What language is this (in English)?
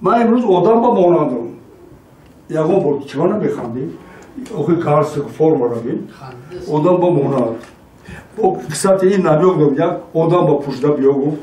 Tajik